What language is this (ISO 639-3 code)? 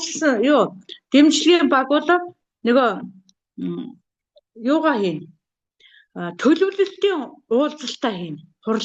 mon